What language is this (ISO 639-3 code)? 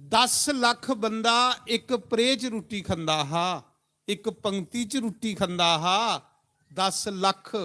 doi